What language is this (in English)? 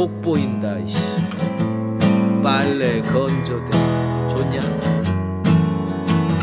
Korean